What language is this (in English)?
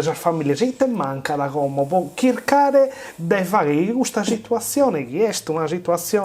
Sardinian